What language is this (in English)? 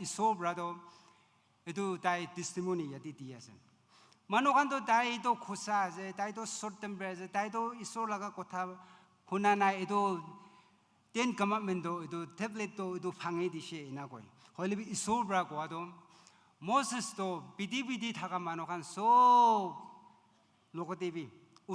Naga Pidgin